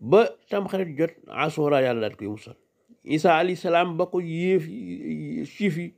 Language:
Wolof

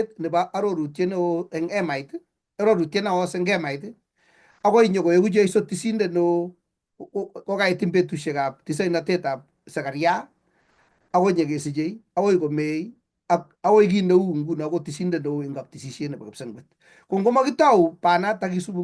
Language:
Kalenjin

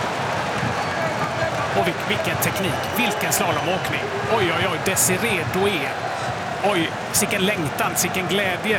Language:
Swedish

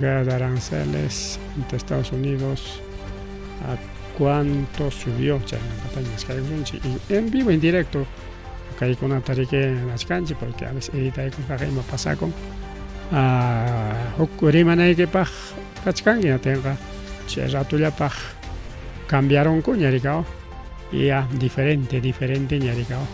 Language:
Ayacucho Quechua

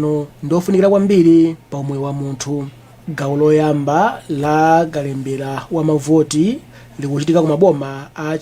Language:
Nyanja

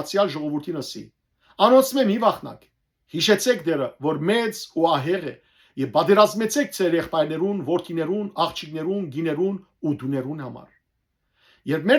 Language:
Western Armenian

